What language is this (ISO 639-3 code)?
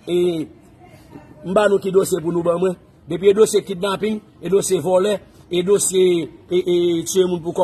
hat